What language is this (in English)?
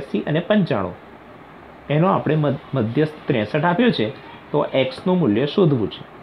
Gujarati